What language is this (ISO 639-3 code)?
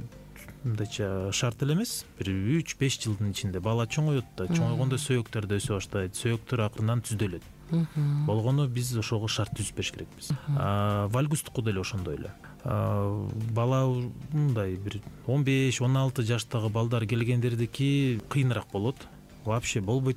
kir